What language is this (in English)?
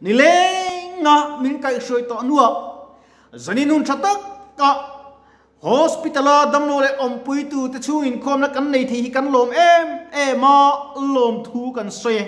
Mizo